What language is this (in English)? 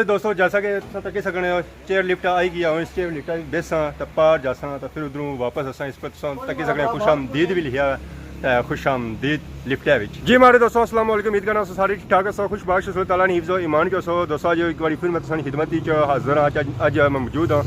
Pahari-Potwari